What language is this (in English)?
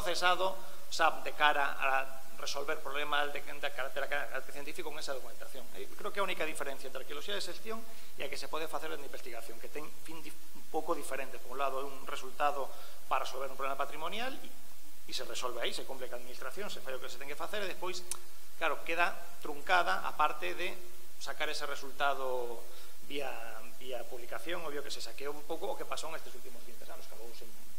Galician